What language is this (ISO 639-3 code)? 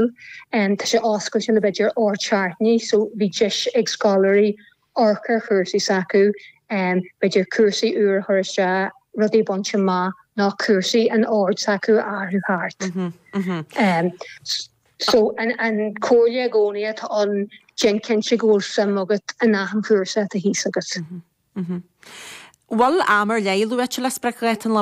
gle